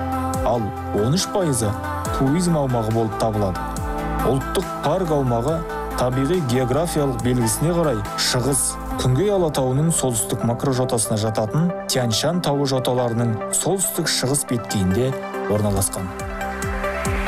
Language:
Kazakh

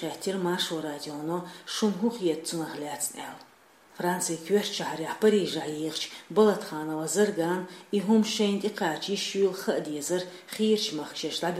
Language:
Chechen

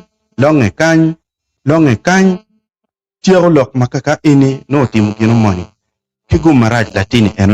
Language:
Acoli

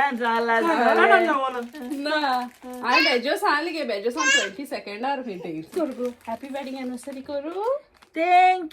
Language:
Konkani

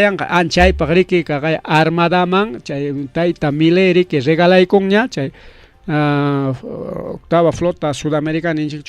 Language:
Ayacucho Quechua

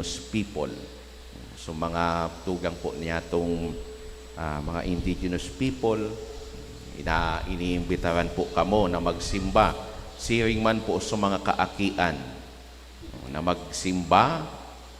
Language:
Bikol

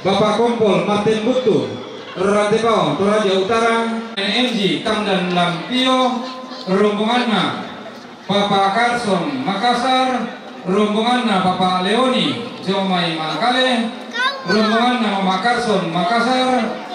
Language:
Toraja-Sa'dan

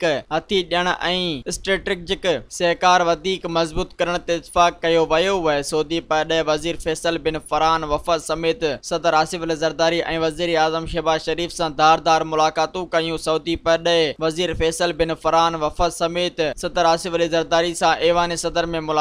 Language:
Sindhi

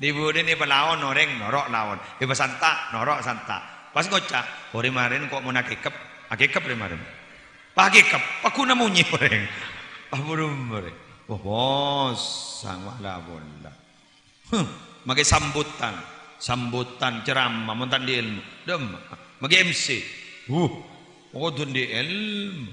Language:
Madurese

